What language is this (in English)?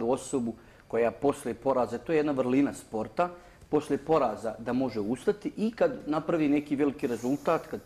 Bosnian